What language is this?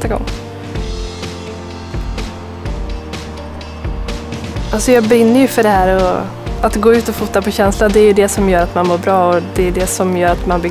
Swedish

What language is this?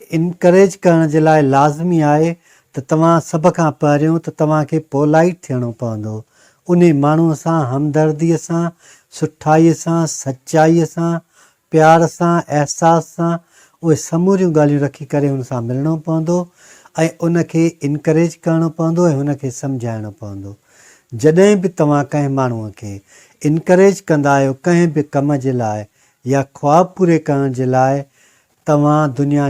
Sindhi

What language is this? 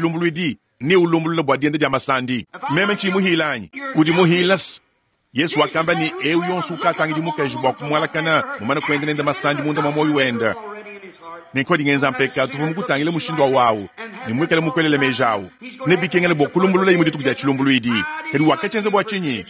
Luba-Lulua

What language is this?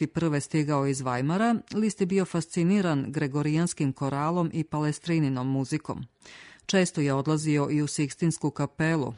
Serbian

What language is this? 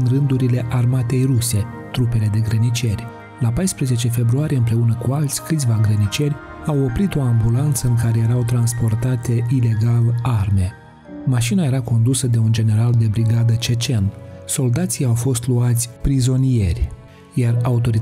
Romanian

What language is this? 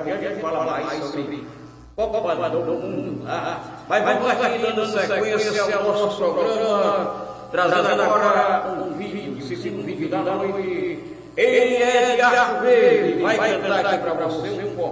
Portuguese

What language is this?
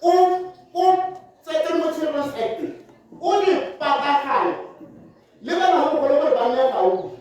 Tswana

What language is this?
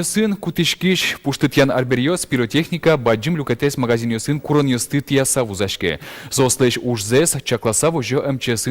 Udmurt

